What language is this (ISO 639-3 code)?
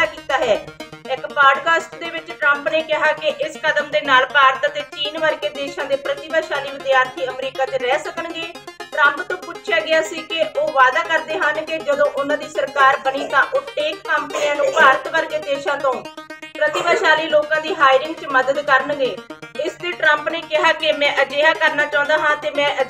pan